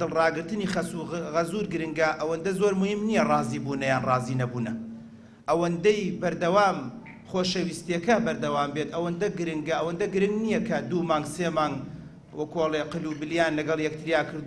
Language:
Central Kurdish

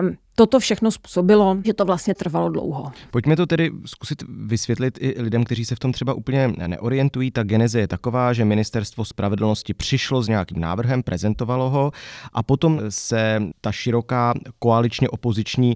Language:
Czech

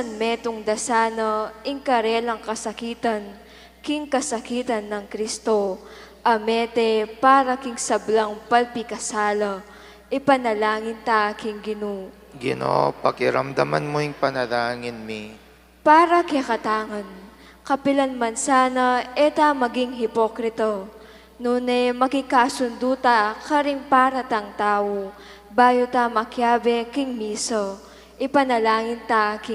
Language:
Pampanga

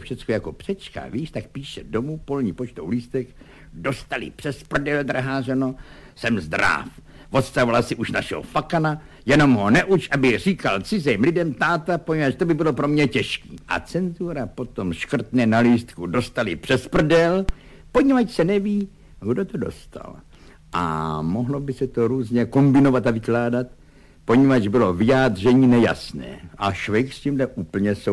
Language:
Czech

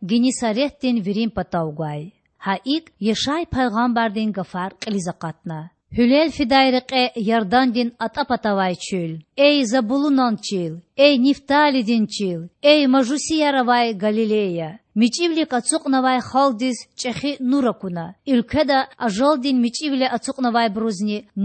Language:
Lezghian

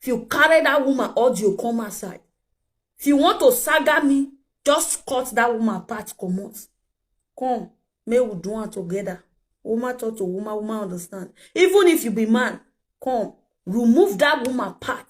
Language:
Nigerian Pidgin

